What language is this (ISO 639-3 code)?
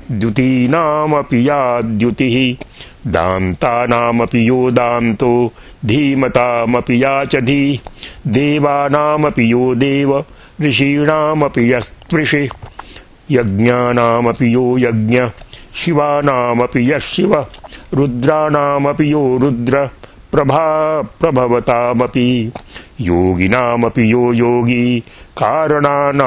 san